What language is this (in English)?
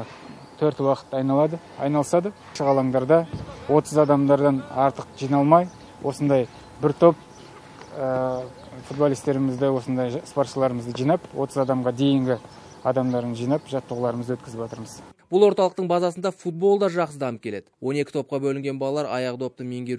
Kazakh